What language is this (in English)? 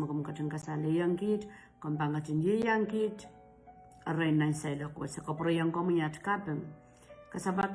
Pohnpeian